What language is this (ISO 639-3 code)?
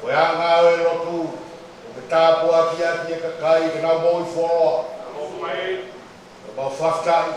ton